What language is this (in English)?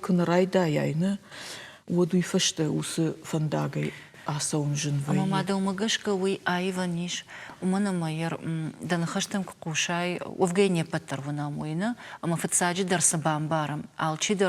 Ossetic